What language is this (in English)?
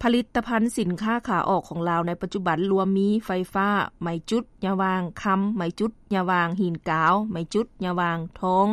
Lao